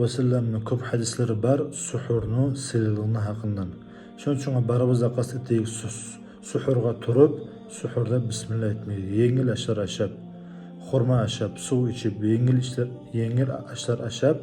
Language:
Kumyk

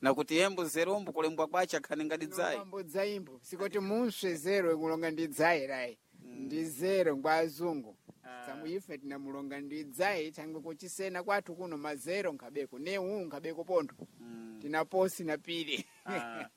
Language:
Sena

